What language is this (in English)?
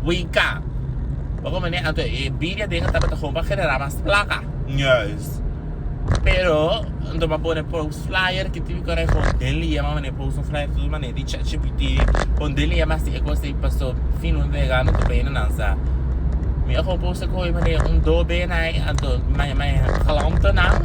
Papiamento